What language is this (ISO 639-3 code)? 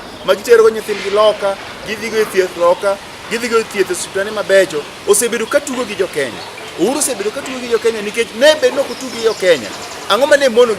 luo